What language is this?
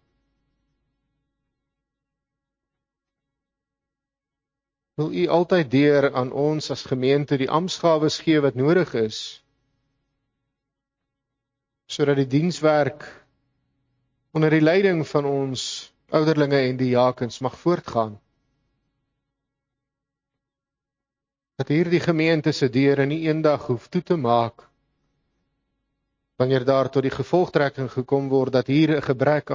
Afrikaans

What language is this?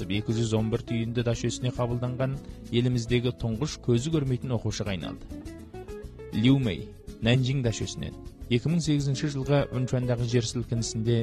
Kazakh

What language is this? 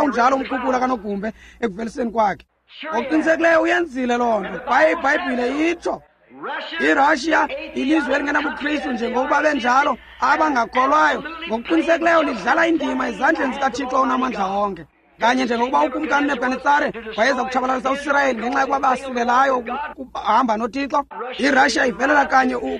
Xhosa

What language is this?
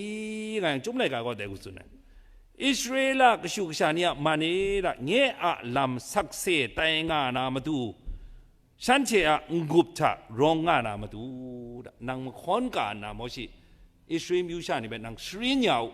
Kachin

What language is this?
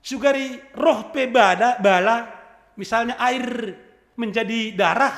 Batak Simalungun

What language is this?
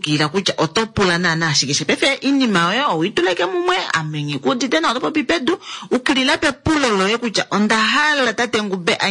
Kuanyama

